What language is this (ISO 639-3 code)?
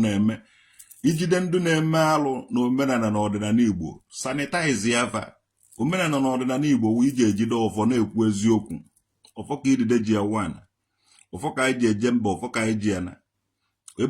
ibo